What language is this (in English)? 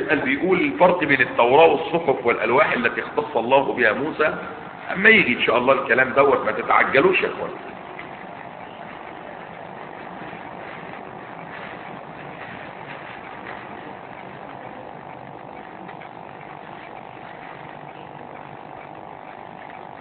Arabic